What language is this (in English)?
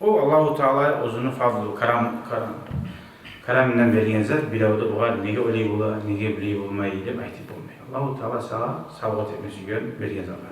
Kumyk